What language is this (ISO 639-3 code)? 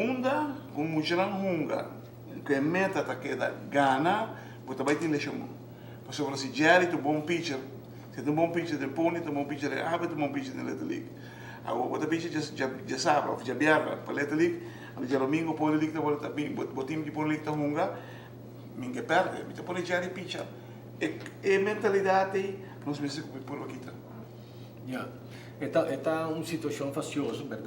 pap